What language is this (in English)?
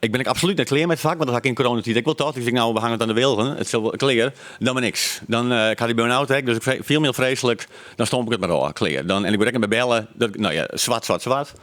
Western Frisian